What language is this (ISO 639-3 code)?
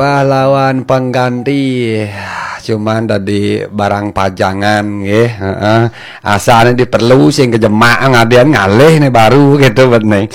ban